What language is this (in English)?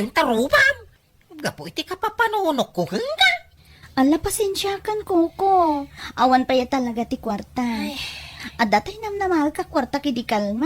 Iloko